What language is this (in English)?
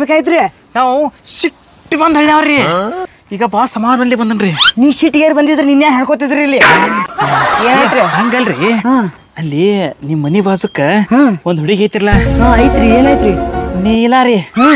Kannada